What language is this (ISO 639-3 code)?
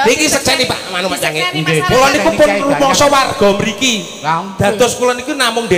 jav